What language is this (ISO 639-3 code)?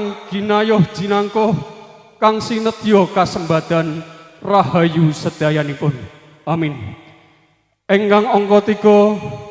jav